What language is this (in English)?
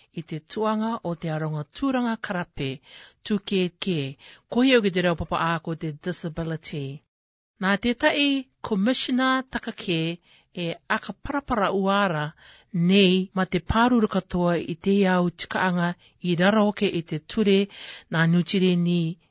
Rarotongan